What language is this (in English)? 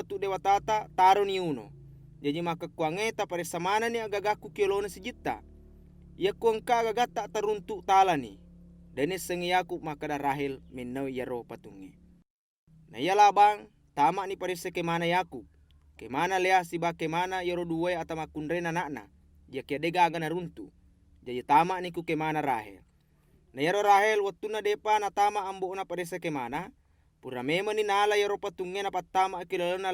Buginese